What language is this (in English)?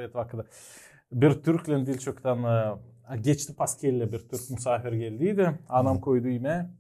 Gagauz